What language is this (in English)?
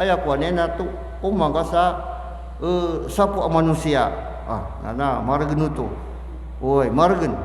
Maranao